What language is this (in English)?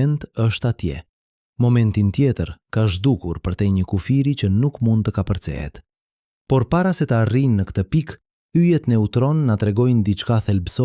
Albanian